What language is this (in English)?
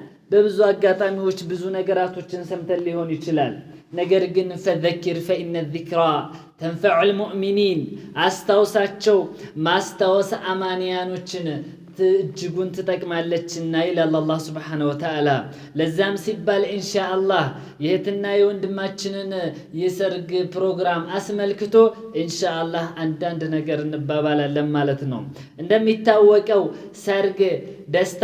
Amharic